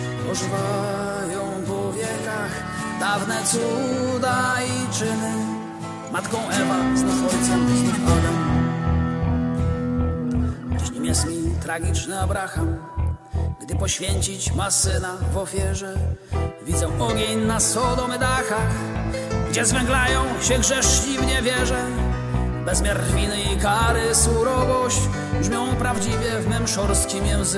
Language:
Polish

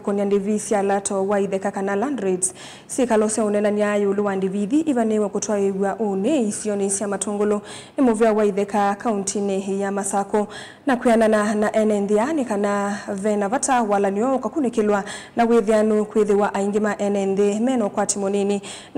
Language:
Kamba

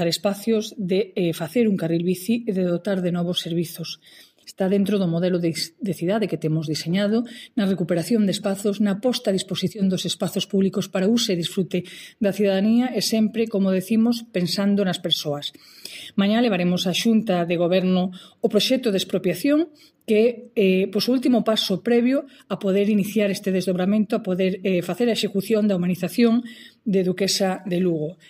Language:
Galician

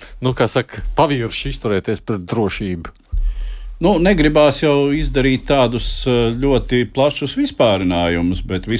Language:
Latvian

